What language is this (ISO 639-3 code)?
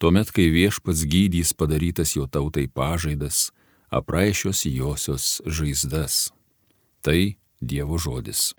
lit